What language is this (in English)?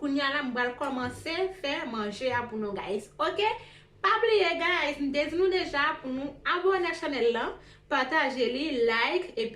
Haitian Creole